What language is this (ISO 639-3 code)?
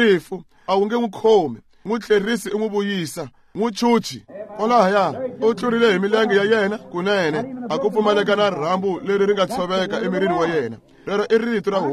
tso